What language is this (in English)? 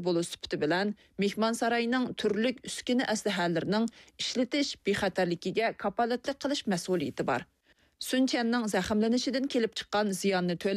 Uyghur